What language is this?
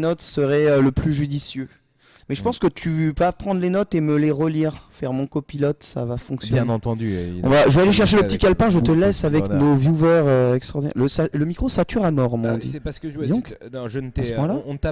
French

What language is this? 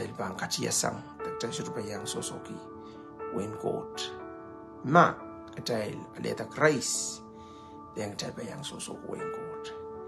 Pohnpeian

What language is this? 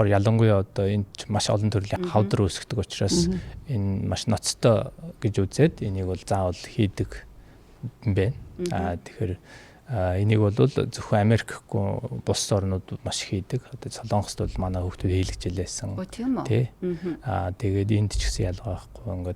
Mongolian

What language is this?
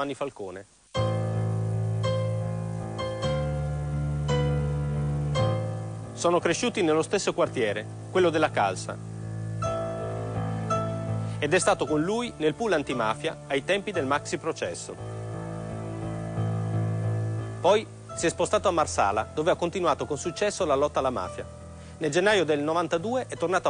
Italian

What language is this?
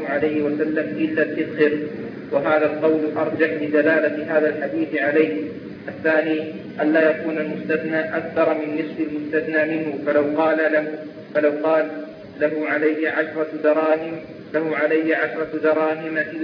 Arabic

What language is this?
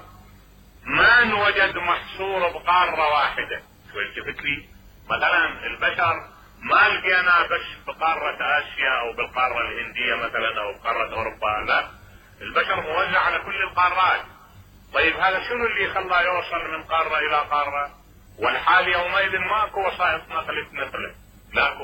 Mesopotamian Arabic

